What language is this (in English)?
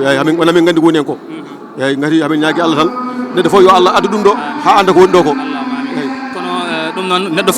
Fula